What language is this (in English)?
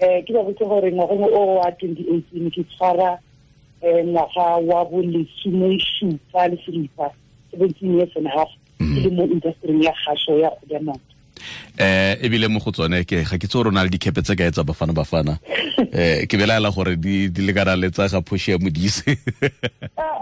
Tswana